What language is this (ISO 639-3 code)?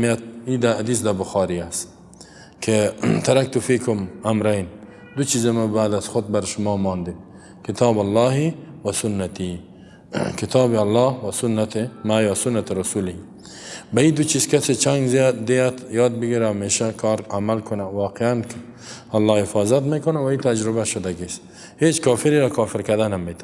fas